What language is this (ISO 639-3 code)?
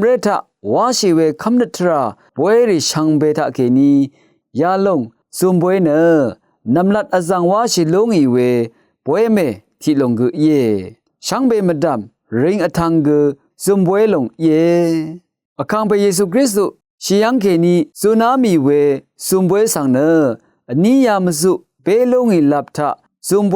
raw